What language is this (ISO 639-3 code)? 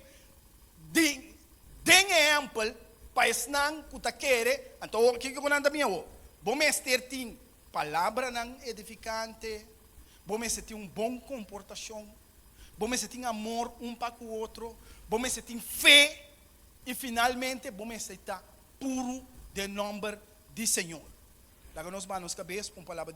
pap